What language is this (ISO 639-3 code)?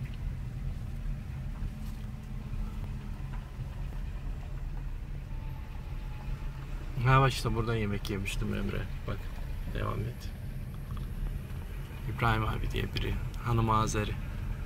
tur